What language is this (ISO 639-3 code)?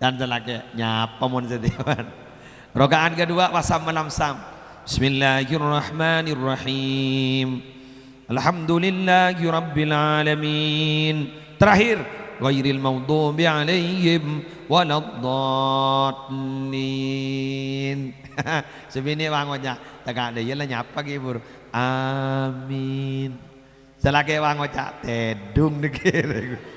mad